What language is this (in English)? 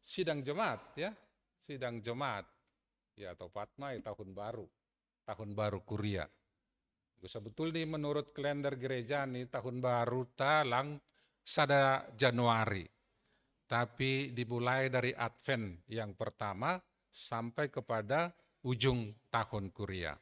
Batak Simalungun